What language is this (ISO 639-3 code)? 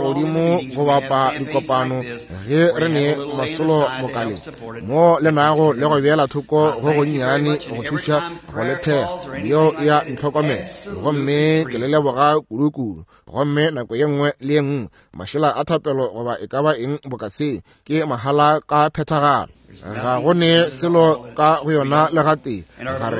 nso